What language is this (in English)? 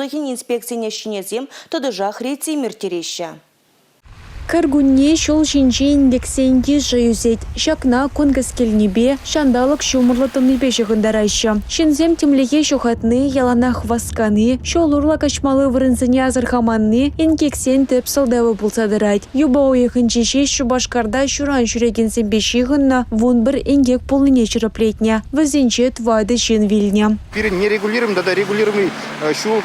Chuvash